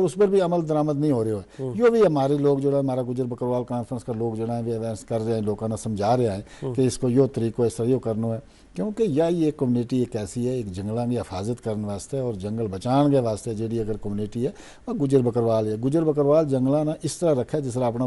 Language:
Gujari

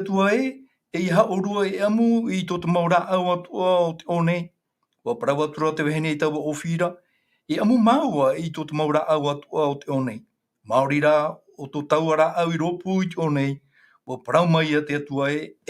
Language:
Tahitian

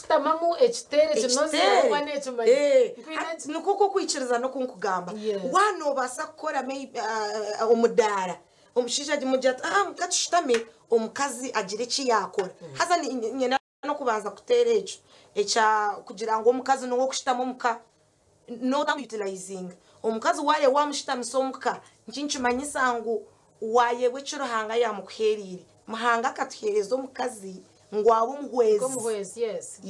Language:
Nyankole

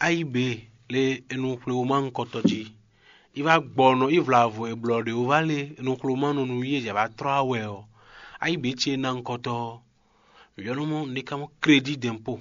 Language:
Fon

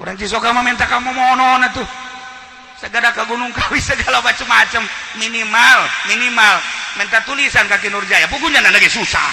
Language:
Sundanese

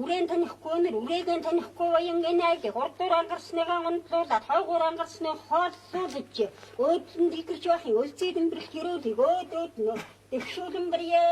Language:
Mongolian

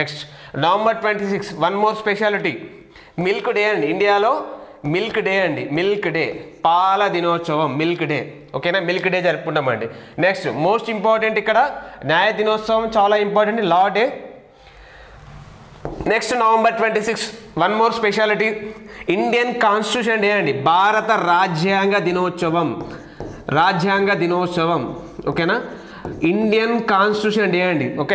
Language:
Telugu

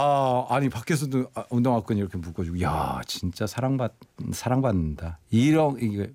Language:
Korean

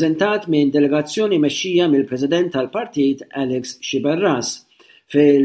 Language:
Maltese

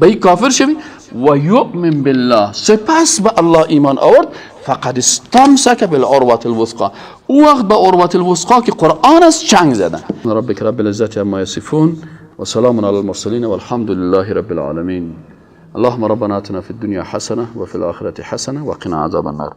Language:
Persian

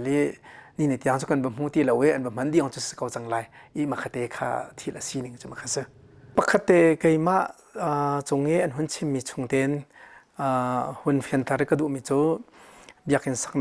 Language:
Hakha Chin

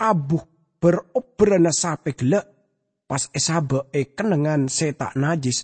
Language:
Madurese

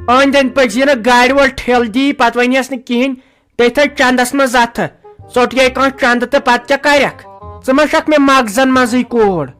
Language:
Kashmiri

